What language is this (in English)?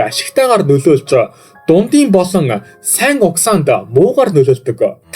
Mongolian